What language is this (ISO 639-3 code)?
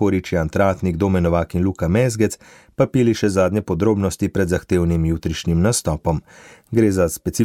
slv